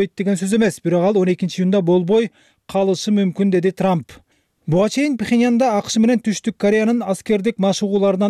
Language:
Kyrgyz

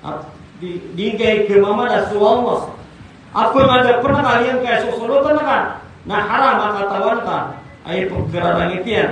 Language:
Maranao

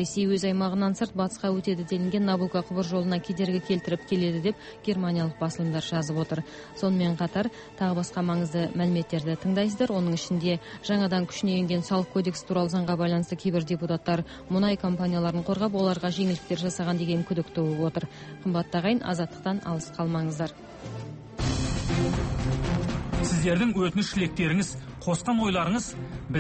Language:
Kazakh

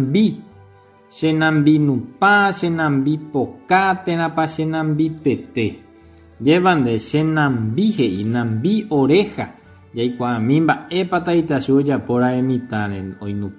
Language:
Guarani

